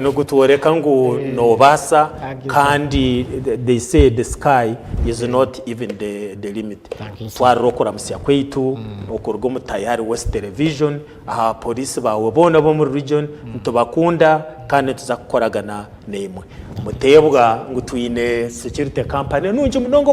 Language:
Nyankole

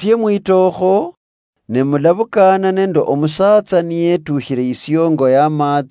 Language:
Luyia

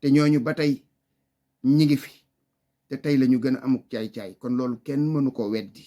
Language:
Wolof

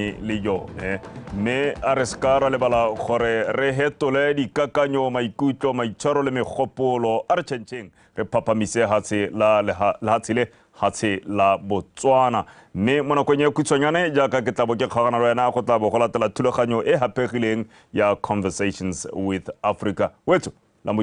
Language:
Tswana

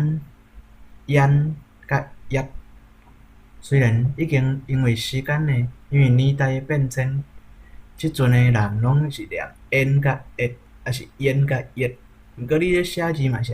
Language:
Min Nan Chinese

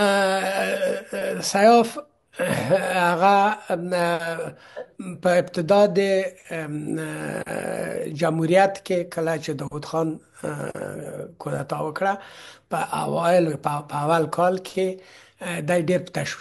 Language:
Pashto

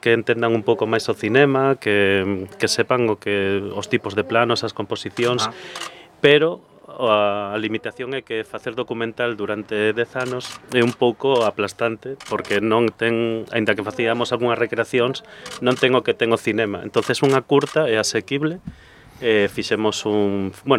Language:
Galician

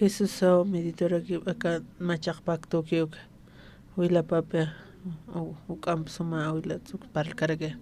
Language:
Aymara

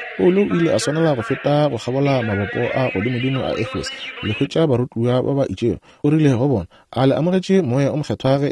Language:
Northern Sotho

